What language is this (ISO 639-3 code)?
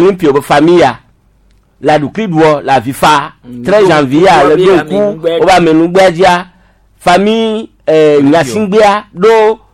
gej